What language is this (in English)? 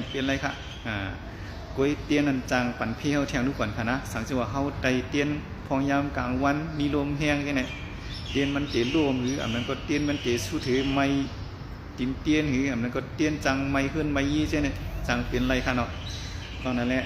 Shan